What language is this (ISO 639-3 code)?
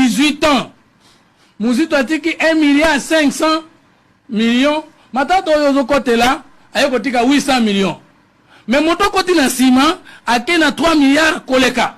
lin